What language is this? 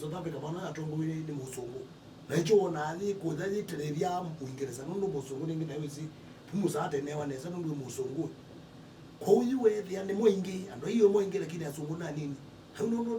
Kamba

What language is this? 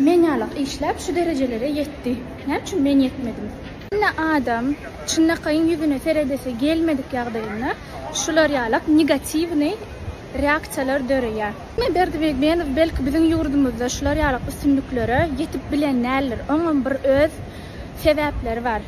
Turkmen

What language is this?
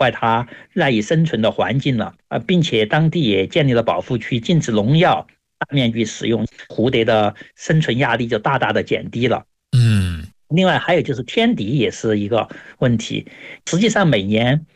Chinese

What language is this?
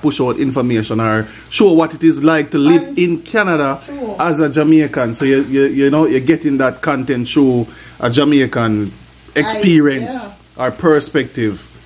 Jamaican Creole English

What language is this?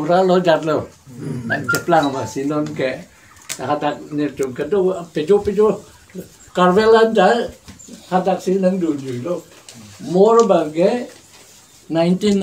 Karbi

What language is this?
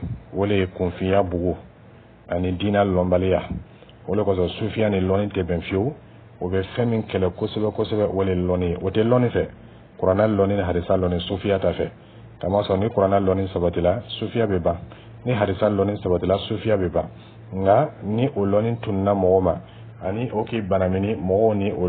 Dyula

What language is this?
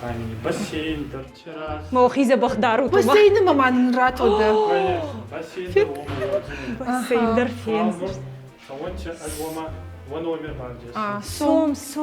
Ossetic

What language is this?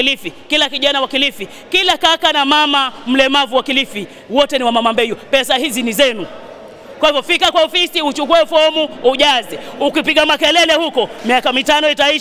Swahili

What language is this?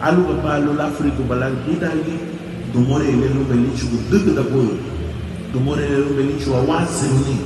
Garifuna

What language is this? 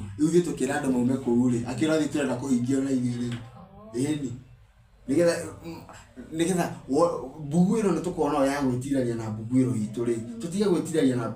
Kikuyu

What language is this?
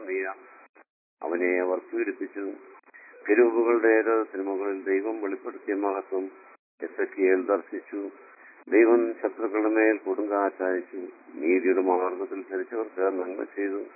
Malayalam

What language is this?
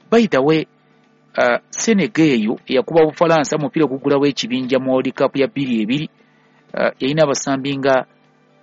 Ganda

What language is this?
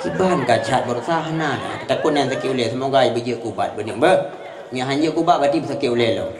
Achinese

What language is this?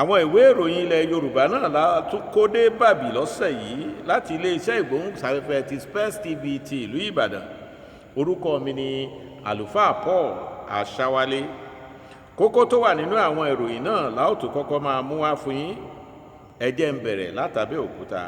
Yoruba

